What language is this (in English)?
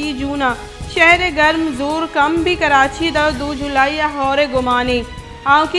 Baluchi